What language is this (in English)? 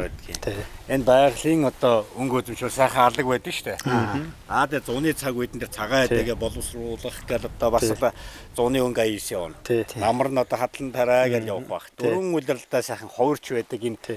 Mongolian